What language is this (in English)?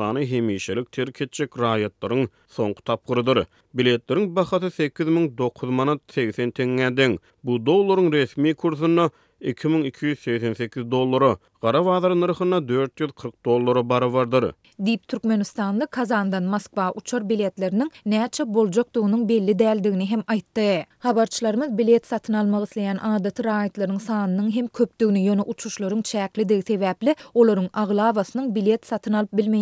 Turkmen